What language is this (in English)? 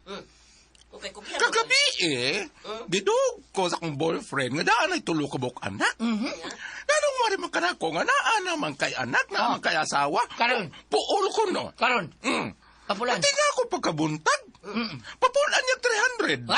Cebuano